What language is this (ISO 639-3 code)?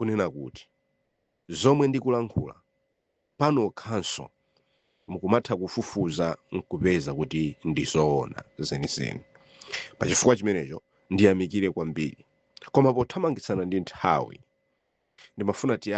nya